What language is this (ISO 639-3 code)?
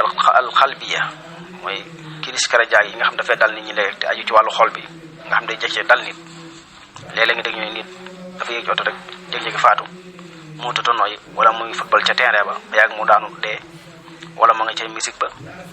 wol